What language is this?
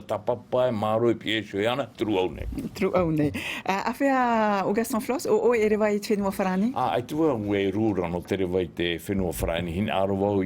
Tahitian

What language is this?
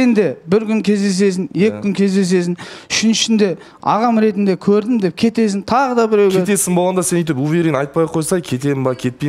Kazakh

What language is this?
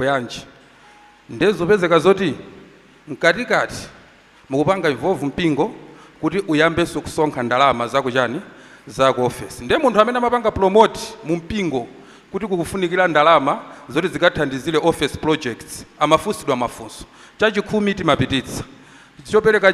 Nyanja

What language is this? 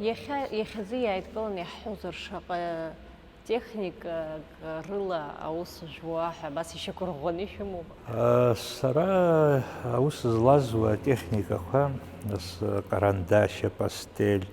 Abkhazian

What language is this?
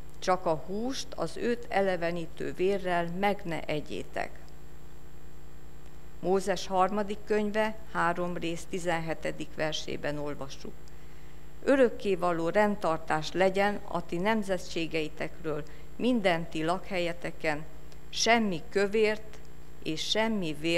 Hungarian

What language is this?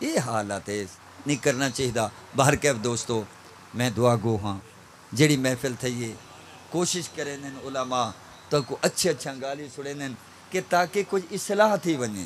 Saraiki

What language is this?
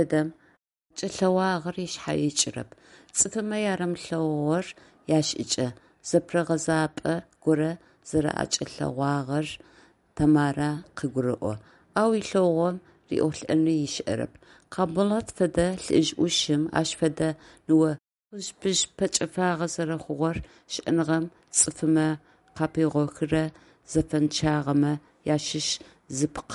Adyghe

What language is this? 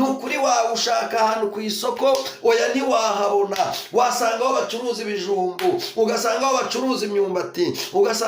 Kinyarwanda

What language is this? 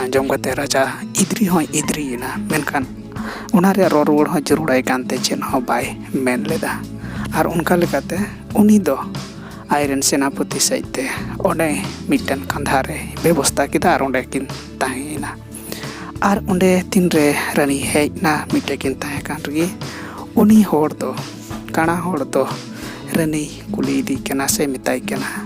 Santali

